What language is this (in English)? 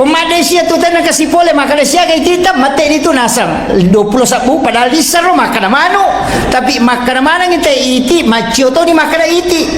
Buginese